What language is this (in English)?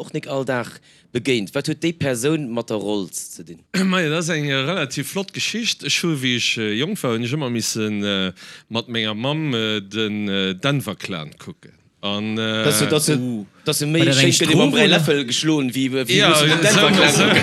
Luxembourgish